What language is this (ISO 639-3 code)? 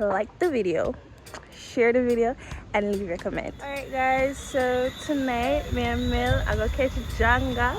jam